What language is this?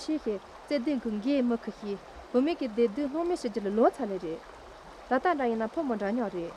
Tibetan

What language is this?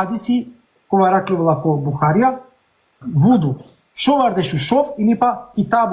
Balkan Romani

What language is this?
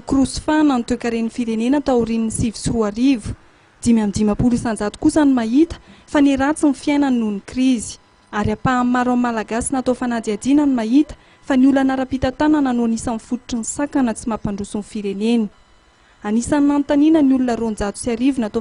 Malagasy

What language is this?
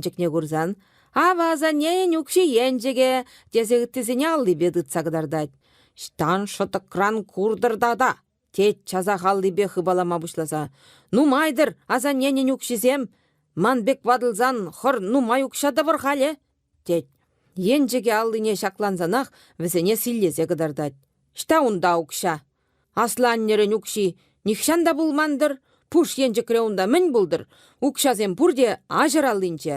Chuvash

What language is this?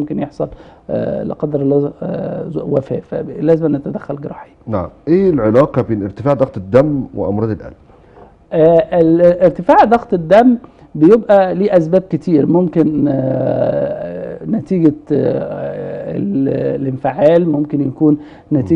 Egyptian Arabic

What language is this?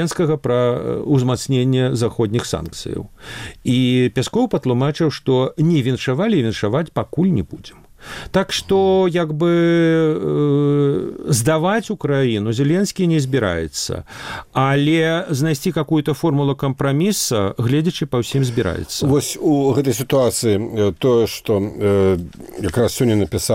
Belarusian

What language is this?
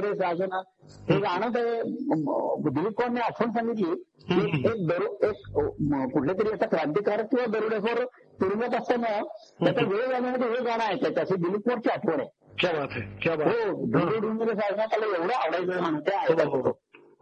Marathi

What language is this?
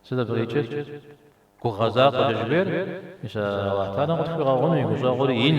Kabardian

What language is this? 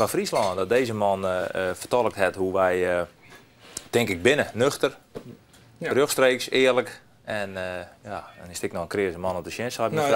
Western Frisian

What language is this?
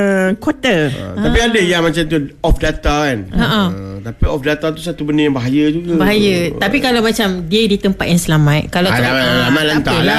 Malay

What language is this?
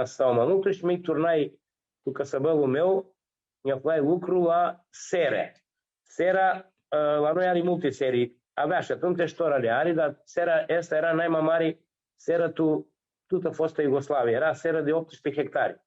Aromanian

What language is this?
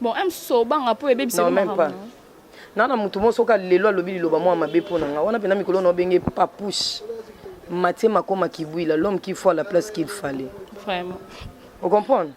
Lingala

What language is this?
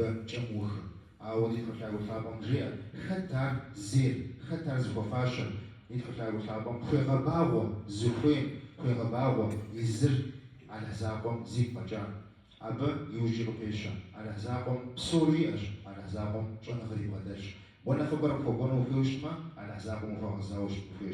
Kabardian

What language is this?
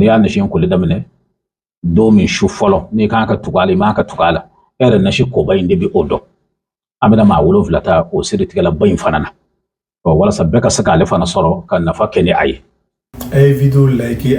Bambara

